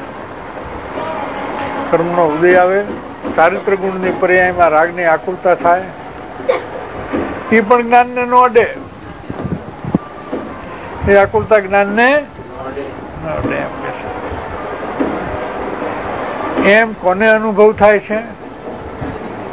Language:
Gujarati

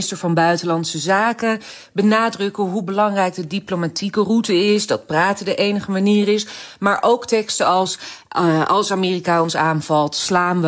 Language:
Dutch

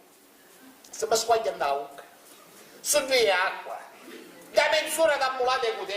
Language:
Sicilian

